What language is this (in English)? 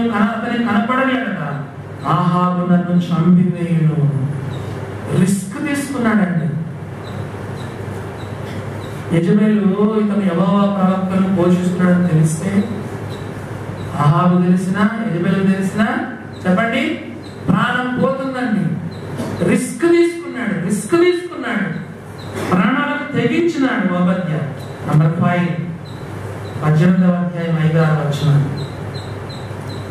Telugu